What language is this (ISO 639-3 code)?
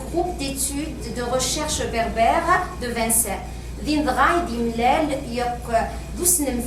kab